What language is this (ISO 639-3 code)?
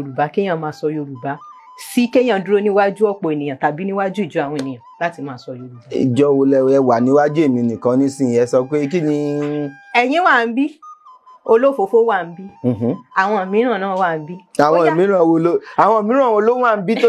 yor